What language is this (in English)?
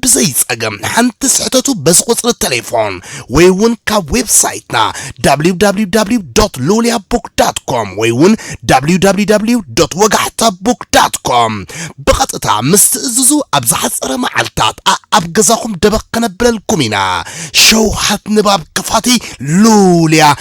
Tigrinya